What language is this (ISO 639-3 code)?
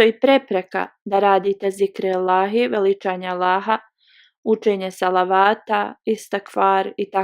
bos